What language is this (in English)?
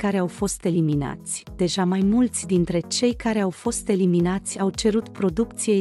Romanian